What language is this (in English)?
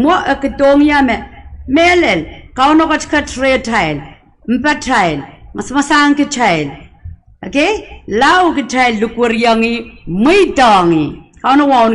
Pohnpeian